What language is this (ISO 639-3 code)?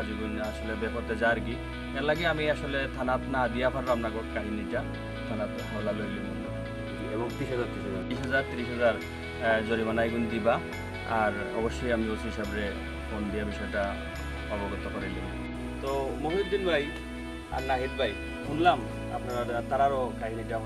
syl